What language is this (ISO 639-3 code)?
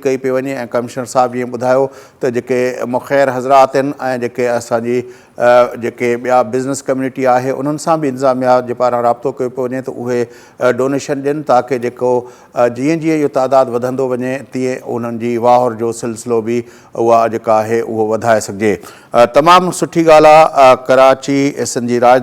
snd